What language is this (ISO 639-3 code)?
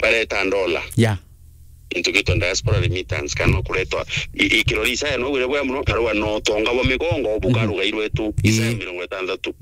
mer